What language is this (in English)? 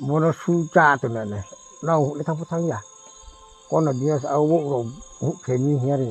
Riang (India)